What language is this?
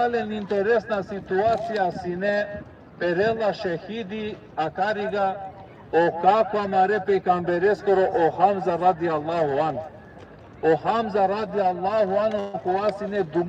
Balkan Romani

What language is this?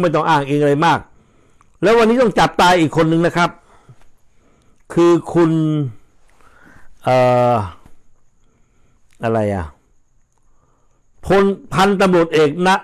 Thai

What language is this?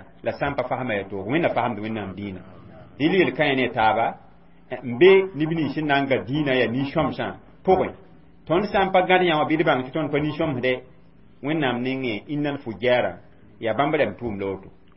Mossi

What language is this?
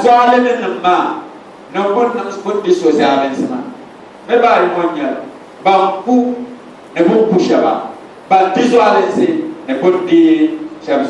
Dagbani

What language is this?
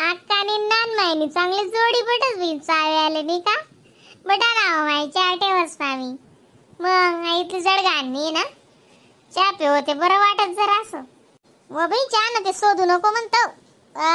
Khandesi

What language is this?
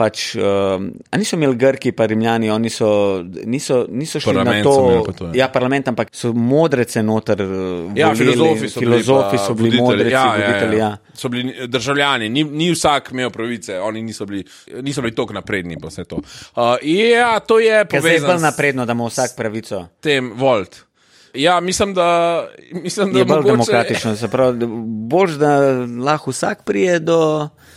Slovenian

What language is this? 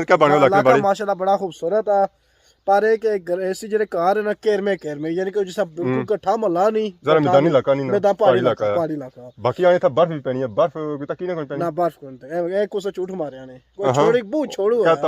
Pahari-Potwari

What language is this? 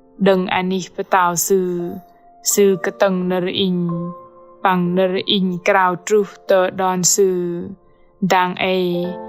Bahnar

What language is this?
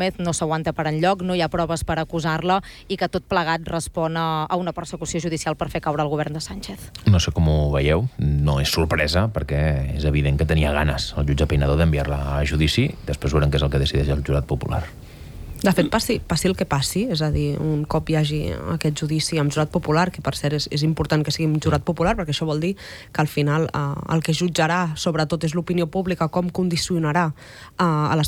Catalan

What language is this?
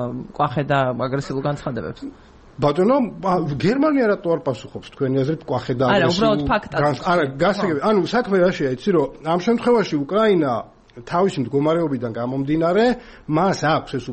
Georgian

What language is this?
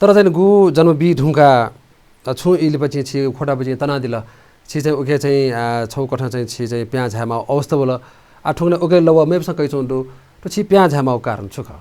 Newari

